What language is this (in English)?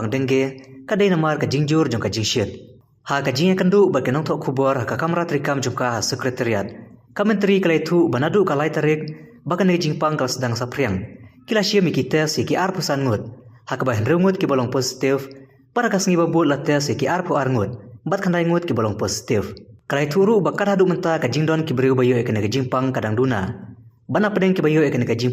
Khasi